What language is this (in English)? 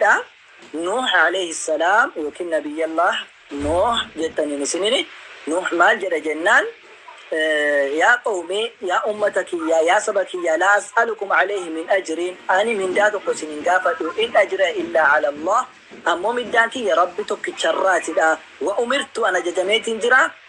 Oromo